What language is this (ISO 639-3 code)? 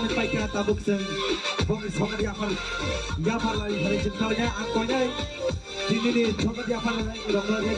ria